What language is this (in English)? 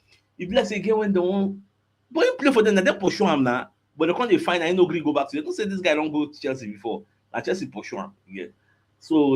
Nigerian Pidgin